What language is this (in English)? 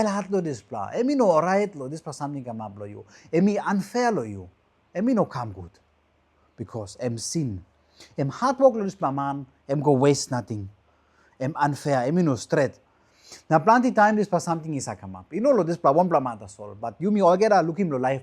Tok Pisin